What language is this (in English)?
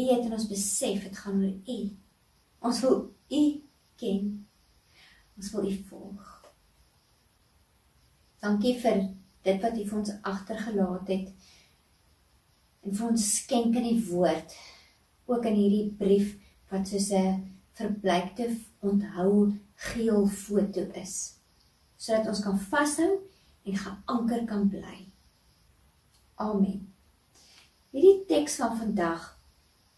Afrikaans